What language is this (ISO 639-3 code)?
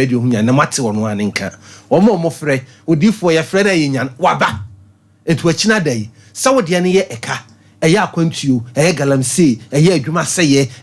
aka